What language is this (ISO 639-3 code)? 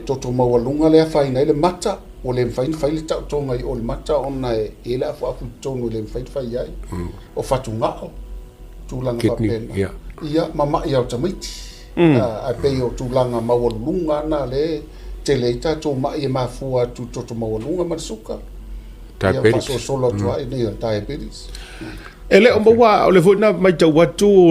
smo